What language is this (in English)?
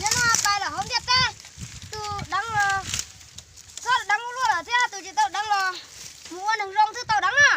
Hmong